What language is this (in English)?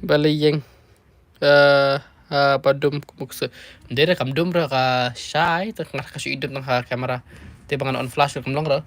Khasi